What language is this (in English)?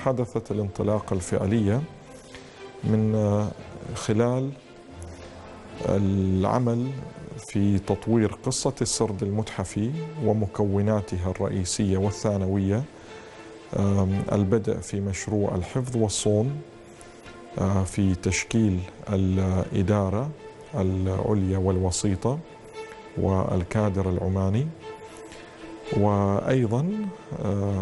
Arabic